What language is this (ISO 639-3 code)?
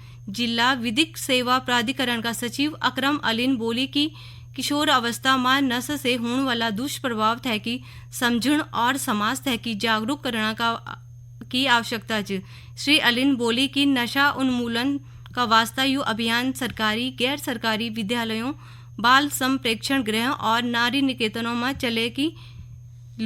gbm